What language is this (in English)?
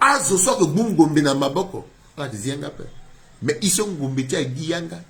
Sango